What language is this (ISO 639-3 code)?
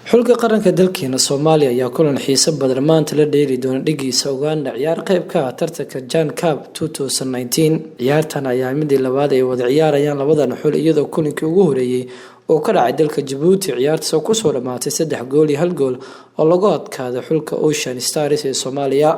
som